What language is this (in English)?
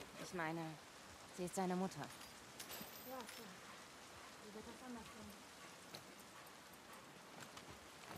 German